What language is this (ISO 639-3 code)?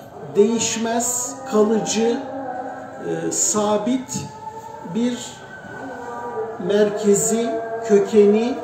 tur